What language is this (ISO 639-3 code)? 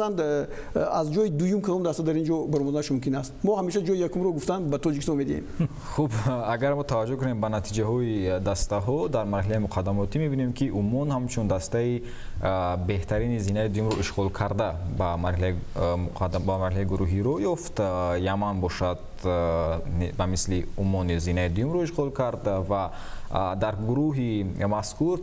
tgk